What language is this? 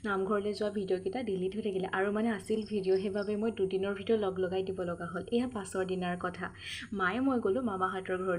Assamese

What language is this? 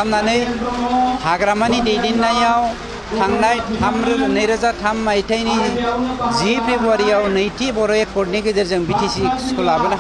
Bodo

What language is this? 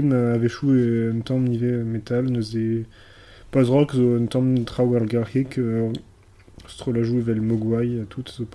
Breton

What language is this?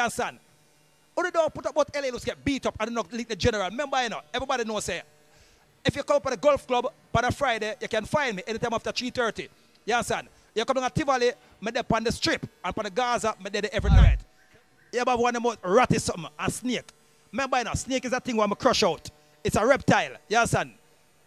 Jamaican Creole English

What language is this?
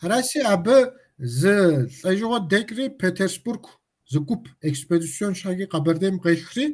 Kabardian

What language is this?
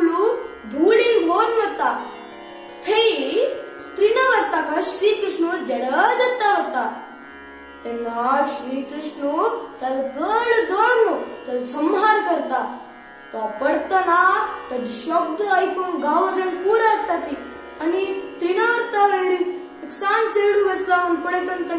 Konkani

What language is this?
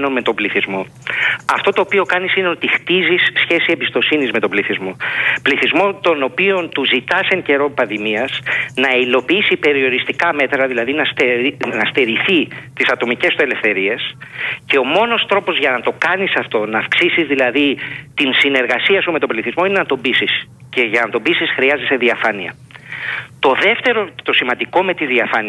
Greek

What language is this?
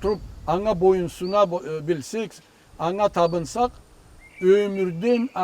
Karachay-Balkar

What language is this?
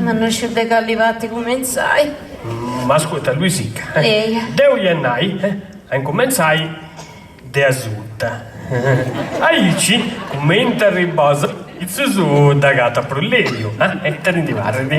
Sardinian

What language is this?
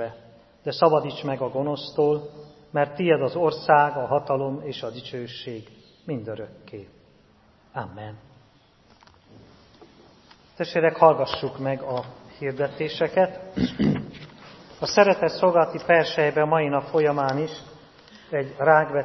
Hungarian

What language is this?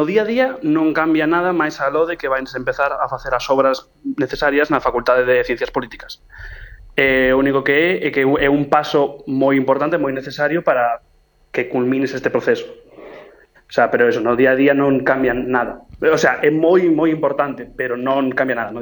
Galician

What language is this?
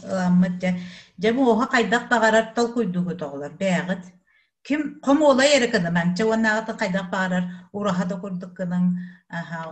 Yakut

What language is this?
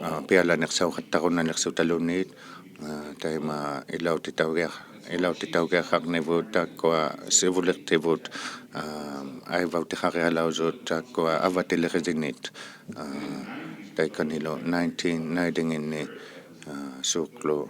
Inuktitut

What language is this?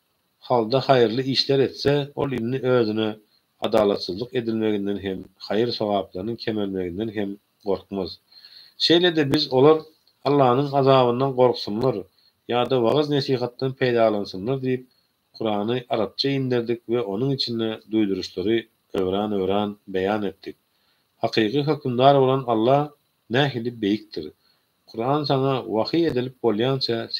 Turkmen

